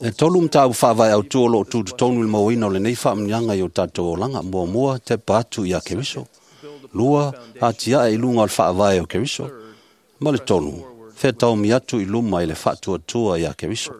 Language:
Samoan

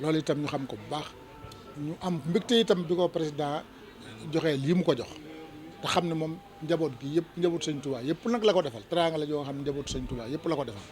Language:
Wolof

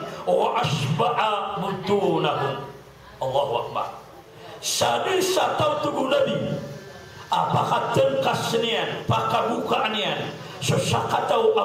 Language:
Maranao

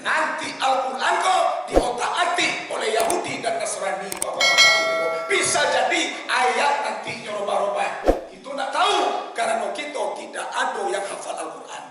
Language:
Minangkabau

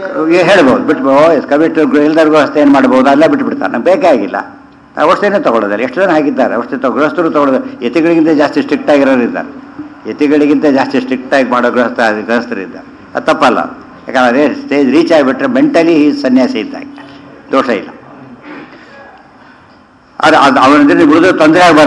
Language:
Kannada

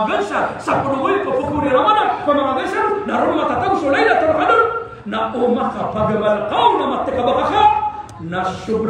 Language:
Maranao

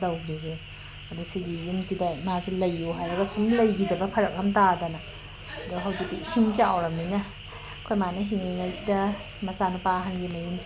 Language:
Manipuri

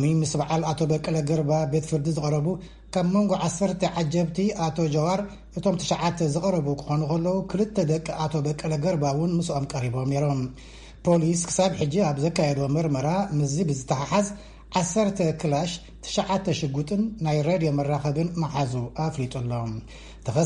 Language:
Tigrinya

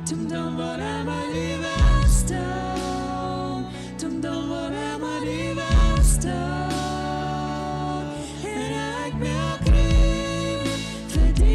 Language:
Plautdietsch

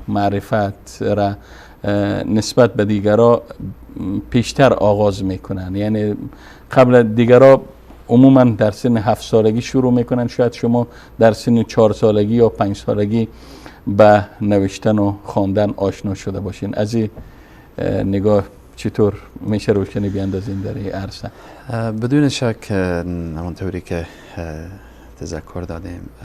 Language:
Persian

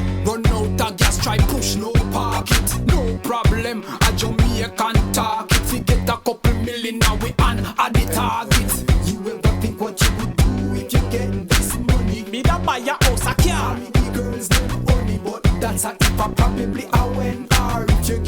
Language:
Jamaican Creole English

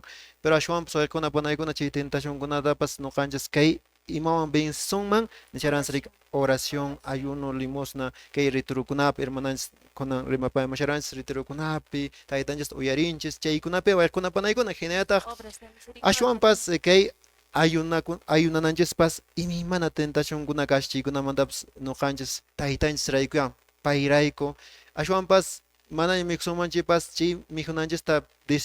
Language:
Quechua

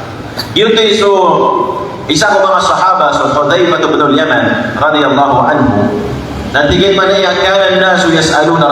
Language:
Maranao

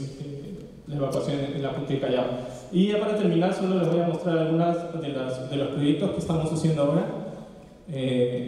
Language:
Spanish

